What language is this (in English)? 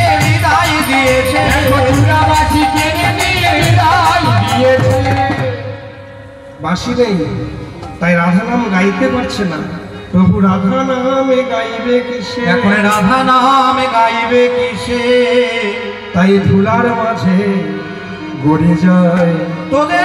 Bangla